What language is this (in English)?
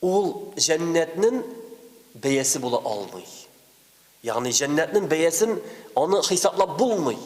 Tatar